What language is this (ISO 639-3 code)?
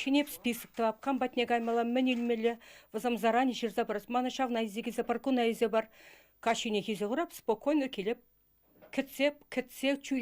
chv